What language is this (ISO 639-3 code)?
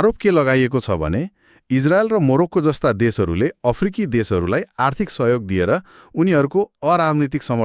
nep